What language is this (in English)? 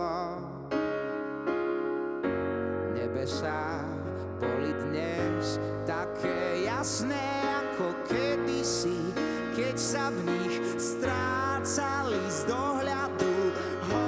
Slovak